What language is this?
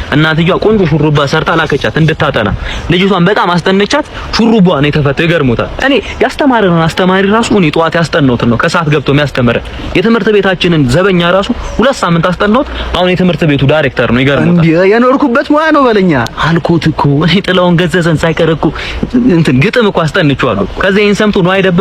Amharic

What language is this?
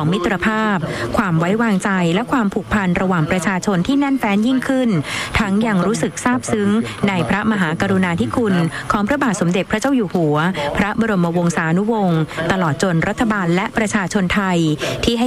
Thai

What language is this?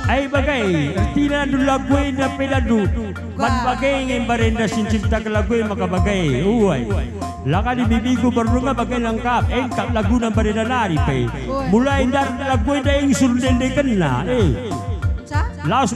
Batak Karo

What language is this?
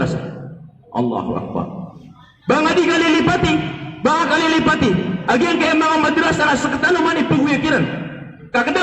Maranao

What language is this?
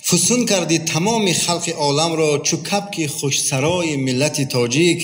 Tajik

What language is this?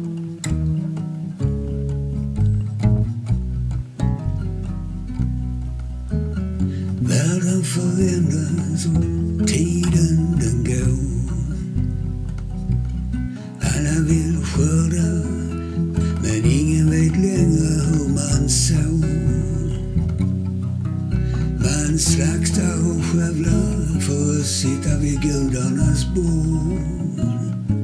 Swedish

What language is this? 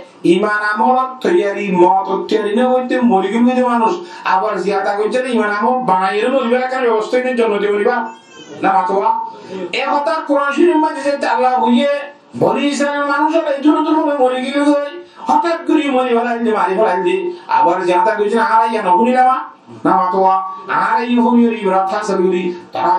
Rohingya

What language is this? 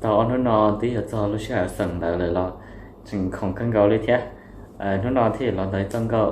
Hmong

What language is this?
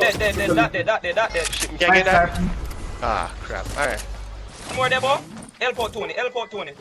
Jamaican Creole English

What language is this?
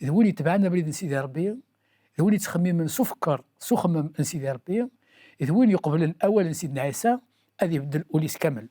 Kabyle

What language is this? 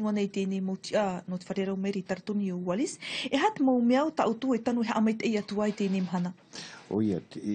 Tahitian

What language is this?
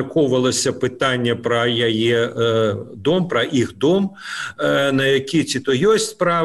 Belarusian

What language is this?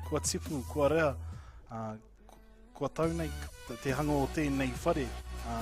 Māori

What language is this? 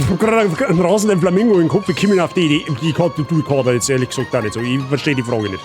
Bavarian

